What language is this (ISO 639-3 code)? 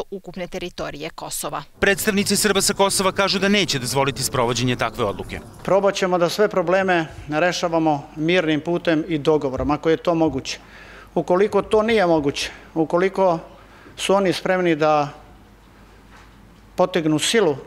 srp